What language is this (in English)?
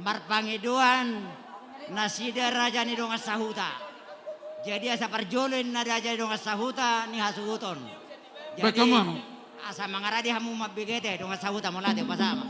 Batak Toba